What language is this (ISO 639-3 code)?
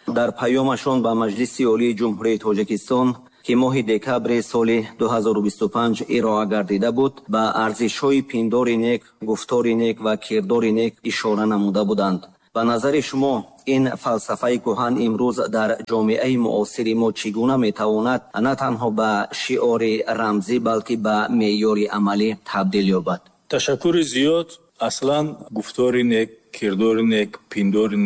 tgk